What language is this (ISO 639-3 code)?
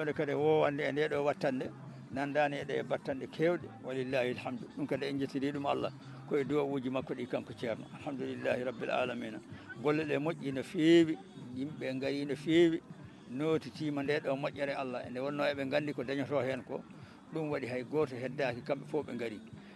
ful